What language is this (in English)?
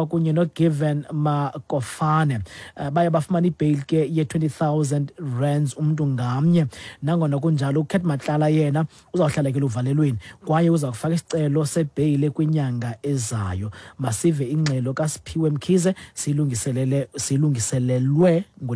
Xhosa